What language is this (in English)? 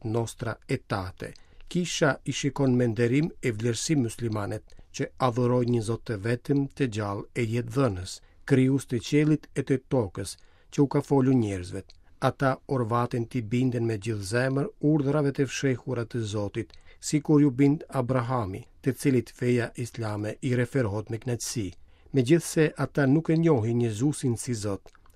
Albanian